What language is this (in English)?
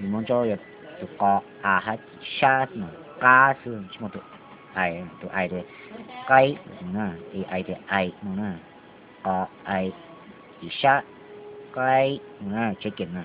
Hmong